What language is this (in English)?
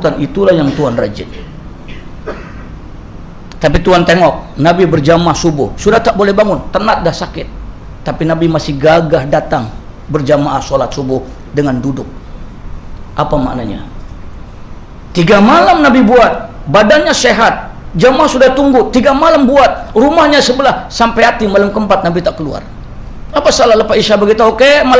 Malay